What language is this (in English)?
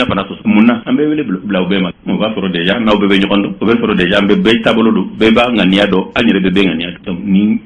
Bambara